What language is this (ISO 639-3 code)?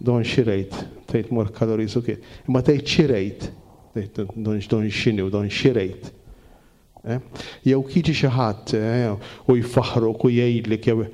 mlt